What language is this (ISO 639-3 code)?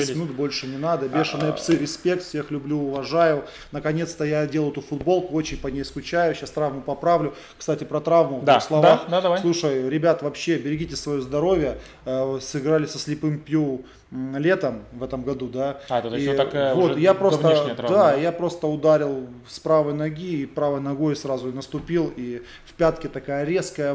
rus